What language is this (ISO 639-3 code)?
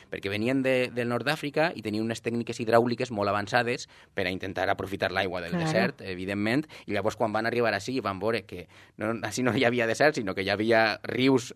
cat